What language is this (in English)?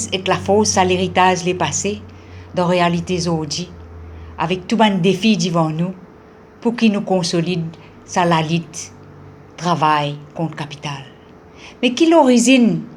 Morisyen